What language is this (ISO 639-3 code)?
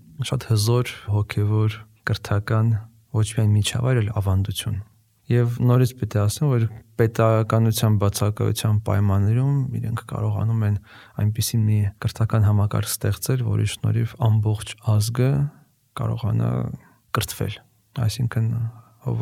hye